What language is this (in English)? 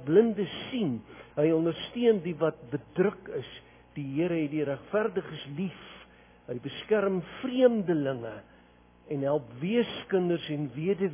Afrikaans